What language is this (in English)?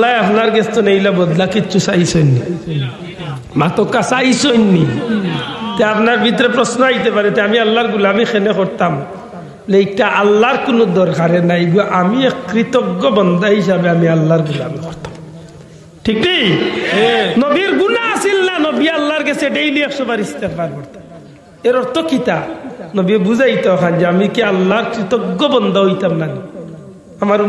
Sylheti